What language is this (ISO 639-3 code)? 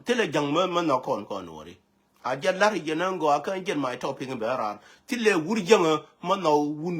nus